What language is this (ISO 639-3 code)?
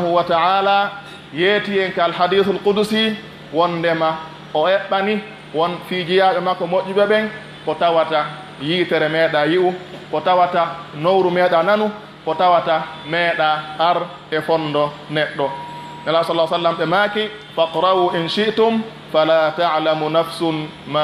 fuf